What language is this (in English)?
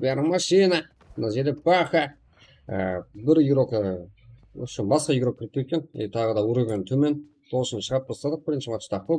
Kara-Kalpak